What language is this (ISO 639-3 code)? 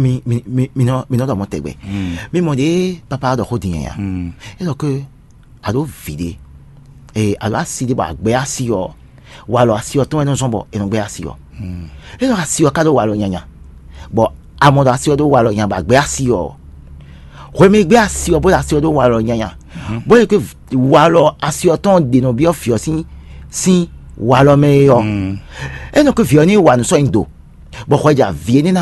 fon